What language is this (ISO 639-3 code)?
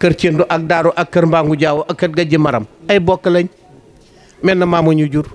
wol